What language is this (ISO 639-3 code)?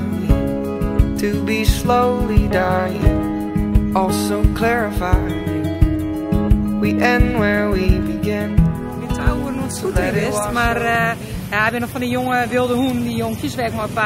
fry